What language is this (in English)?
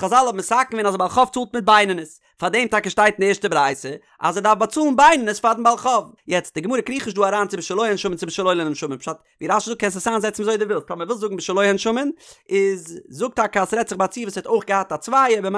Yiddish